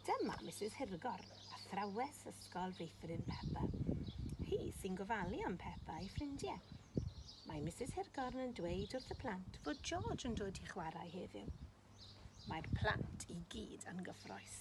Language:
Welsh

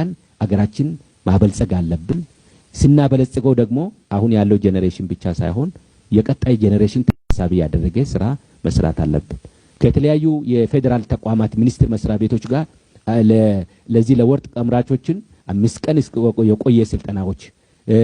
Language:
Amharic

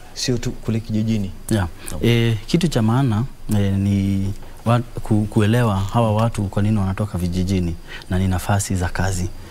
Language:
Swahili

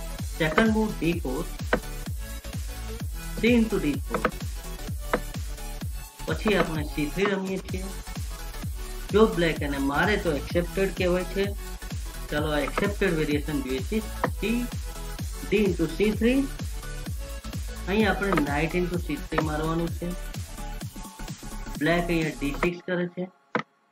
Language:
Gujarati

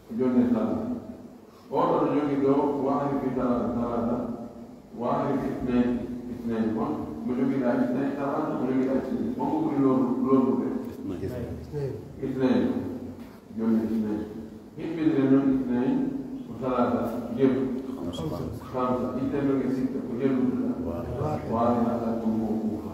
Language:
Pular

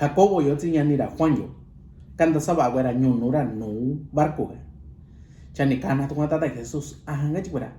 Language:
Mixtepec Mixtec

